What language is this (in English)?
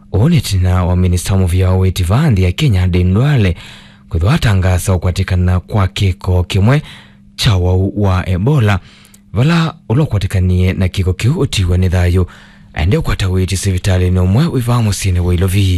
Kamba